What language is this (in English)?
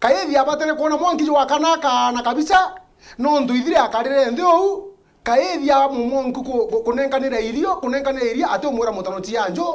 Meru